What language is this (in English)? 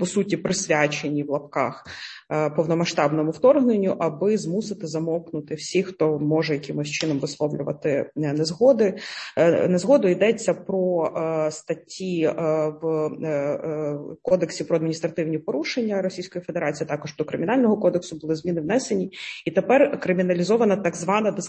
Ukrainian